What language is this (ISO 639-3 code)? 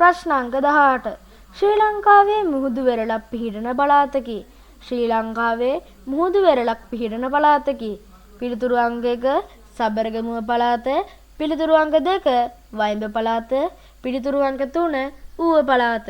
sin